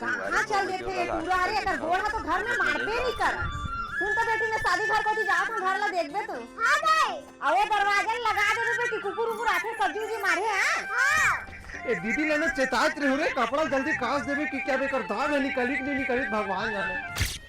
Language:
Chhattisgarhi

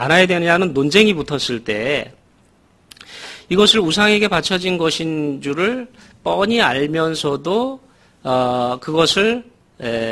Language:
Korean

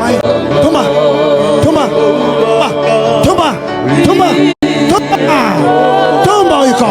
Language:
Fijian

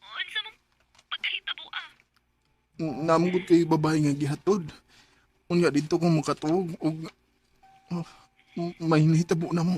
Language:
Cebuano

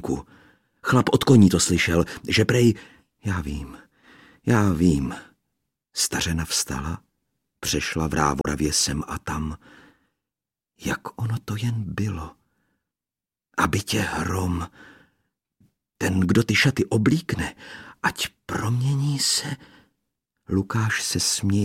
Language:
Czech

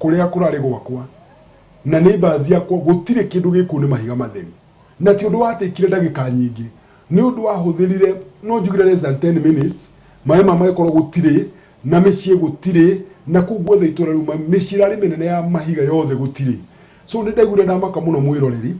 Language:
Kikuyu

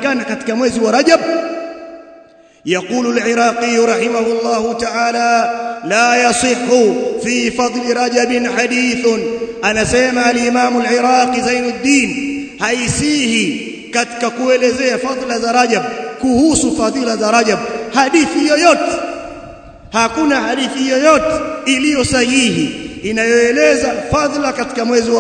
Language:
Swahili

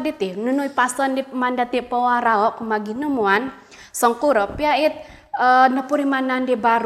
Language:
Central Dusun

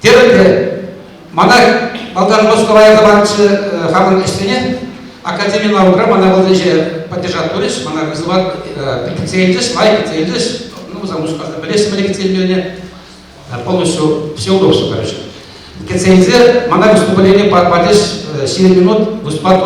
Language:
Chuvash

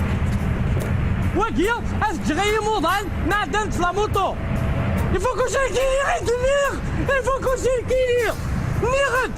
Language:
Kabyle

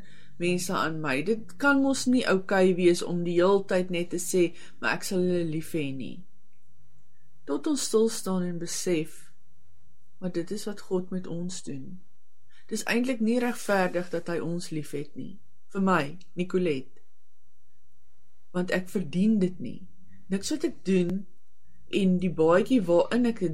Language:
Afrikaans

